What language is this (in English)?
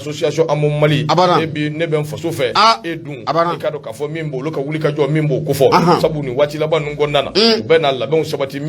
Bambara